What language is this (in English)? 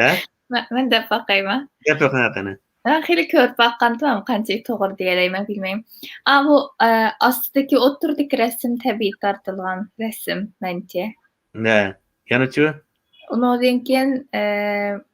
Uyghur